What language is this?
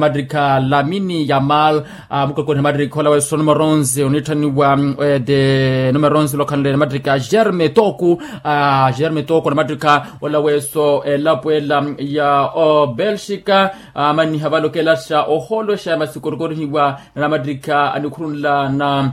Makhuwa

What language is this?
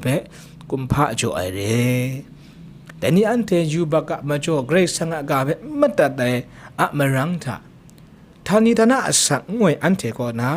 Kachin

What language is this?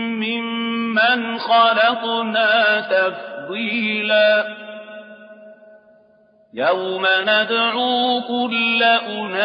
Arabic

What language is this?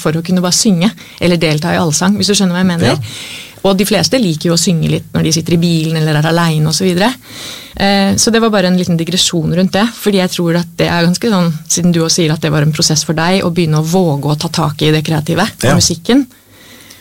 Norwegian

